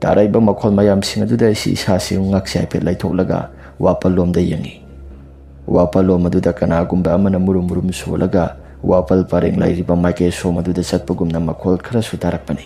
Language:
Manipuri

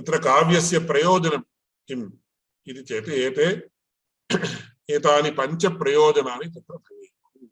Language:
Sanskrit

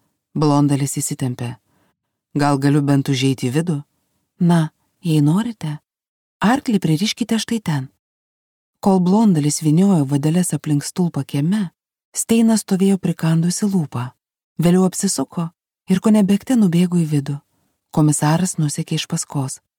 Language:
Lithuanian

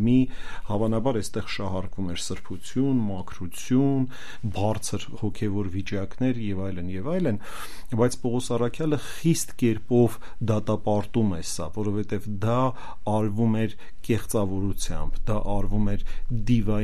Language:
Armenian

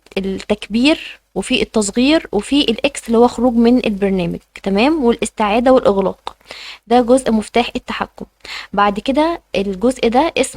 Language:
Egyptian Arabic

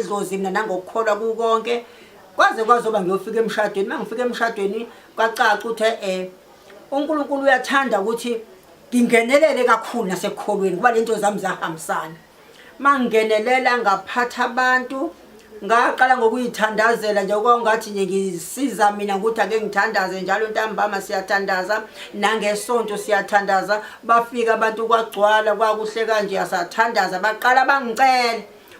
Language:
Zulu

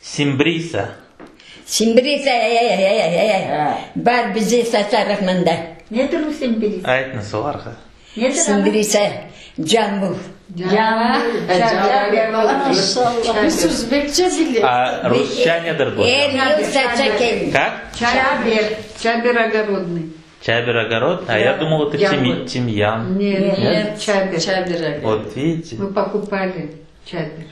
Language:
Crimean Tatar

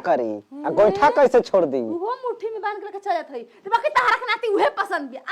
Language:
Maithili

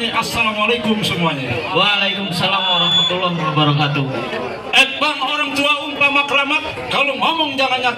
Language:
Betawi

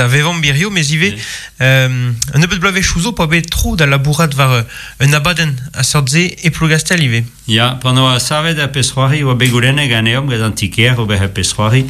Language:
Breton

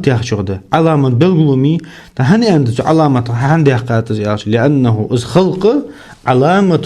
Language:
Ingush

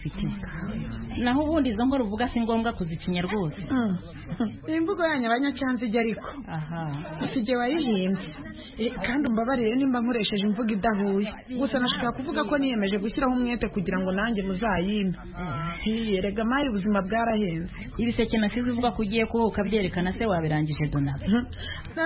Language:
Kinyarwanda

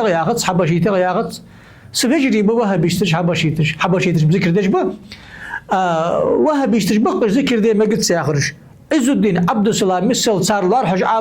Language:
Ingush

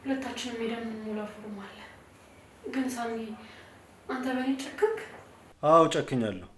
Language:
Amharic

